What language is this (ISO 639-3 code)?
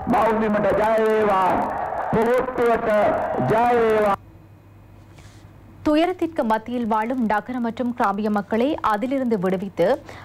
tam